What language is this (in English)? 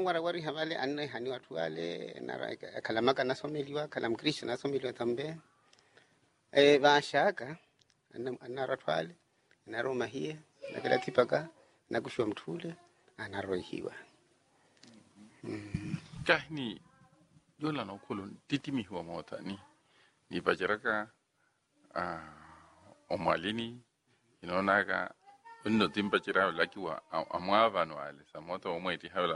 Swahili